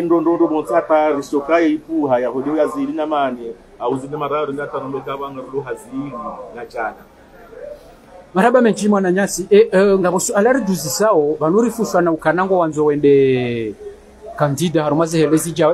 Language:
Swahili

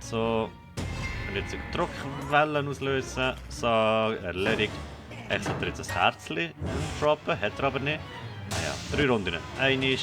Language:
Swiss German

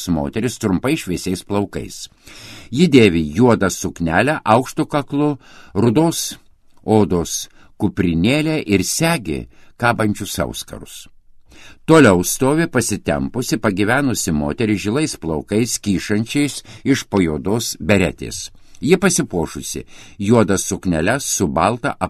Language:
Lithuanian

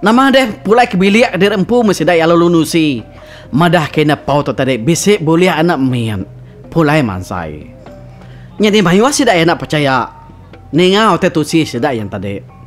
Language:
Iban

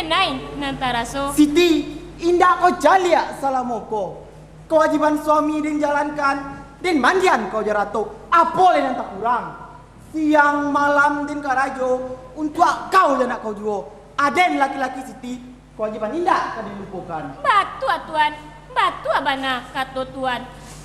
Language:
Minangkabau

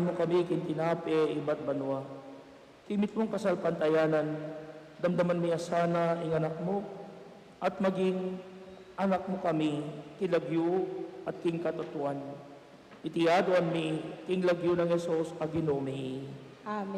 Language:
Pampanga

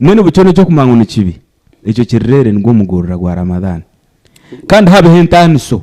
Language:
Nyankole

